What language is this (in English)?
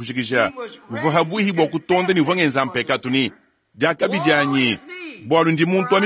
Luba-Lulua